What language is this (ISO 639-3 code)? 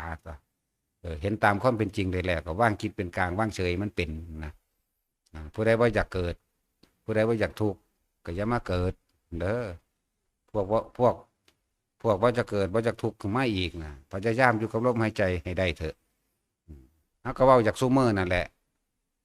tts